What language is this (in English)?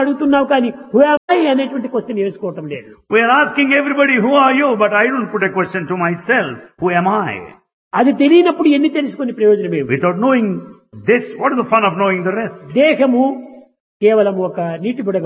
Telugu